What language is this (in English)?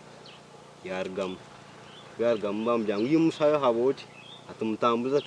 Nyankole